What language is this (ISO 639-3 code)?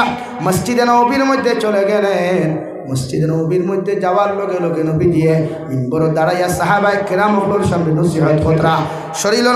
syl